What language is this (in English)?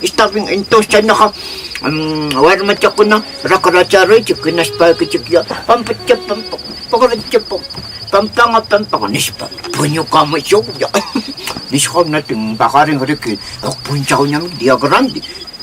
Quechua